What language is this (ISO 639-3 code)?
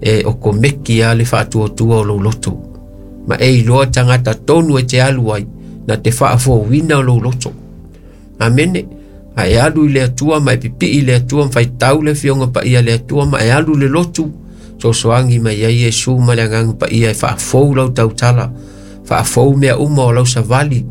smo